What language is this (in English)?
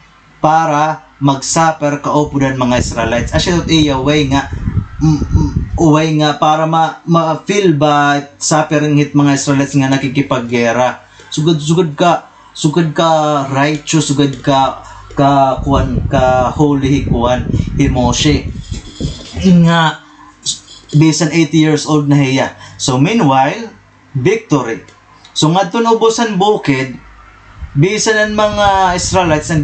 Waray